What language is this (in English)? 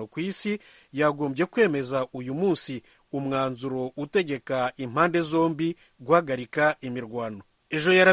Kinyarwanda